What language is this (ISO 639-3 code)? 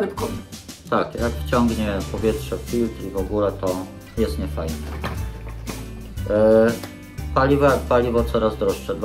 pol